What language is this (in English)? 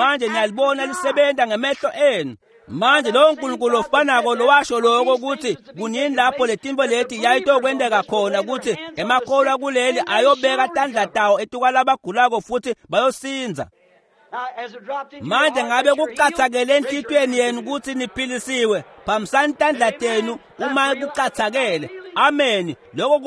Swati